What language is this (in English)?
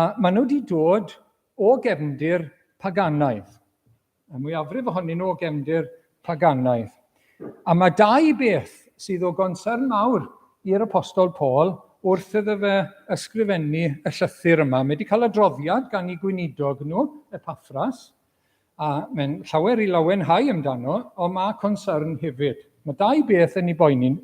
Welsh